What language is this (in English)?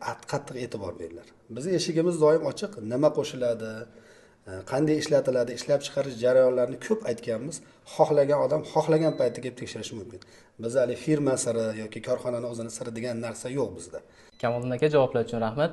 Uzbek